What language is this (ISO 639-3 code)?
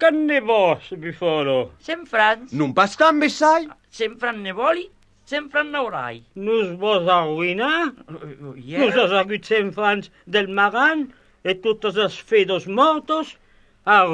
oci